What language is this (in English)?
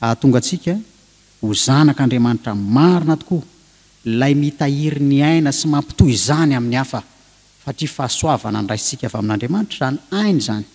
Malagasy